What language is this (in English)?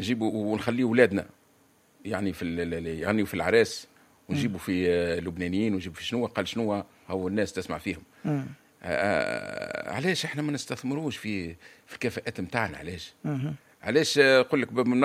Tunisian Arabic